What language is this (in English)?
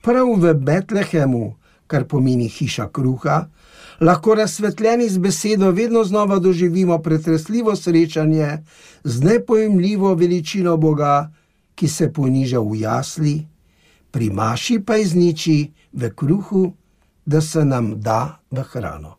Slovenian